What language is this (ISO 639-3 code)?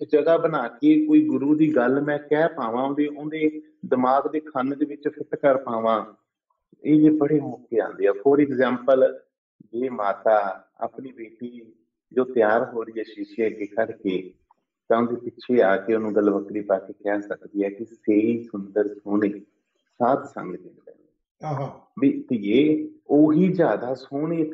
pan